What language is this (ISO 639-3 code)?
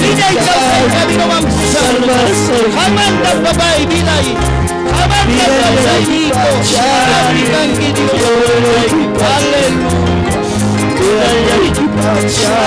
quy